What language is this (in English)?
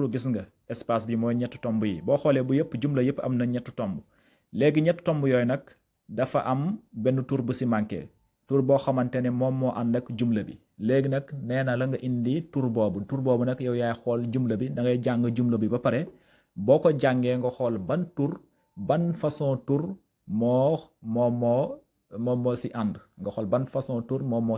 Wolof